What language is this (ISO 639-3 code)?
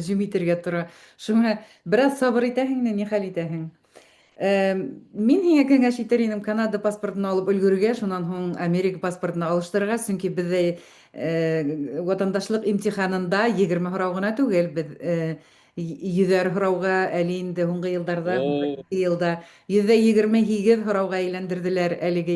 bak